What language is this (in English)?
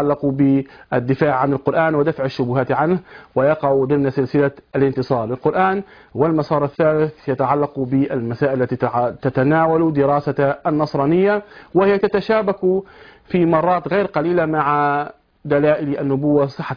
Arabic